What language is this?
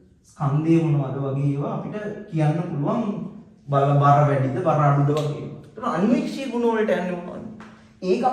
Sinhala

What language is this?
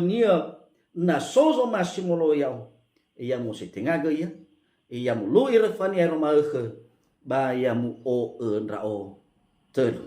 Nias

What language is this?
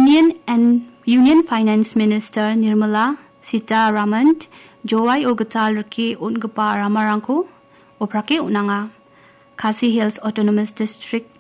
Garo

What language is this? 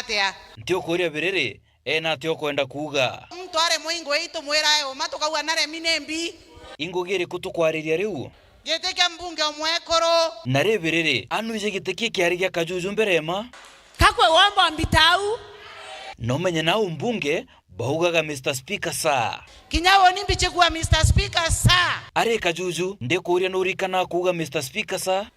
Meru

